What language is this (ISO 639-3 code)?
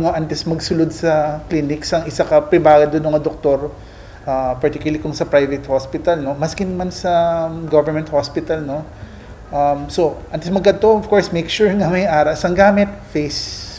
hil